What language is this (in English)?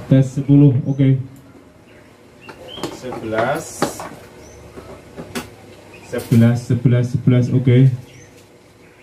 Indonesian